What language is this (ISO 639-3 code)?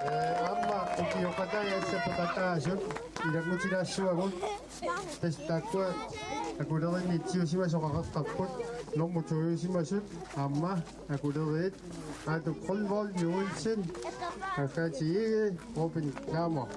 kal